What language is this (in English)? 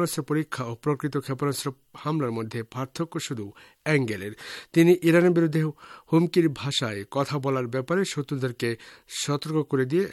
Bangla